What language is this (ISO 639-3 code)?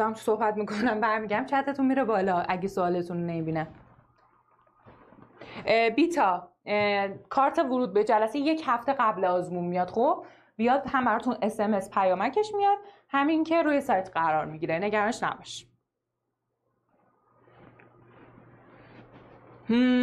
fas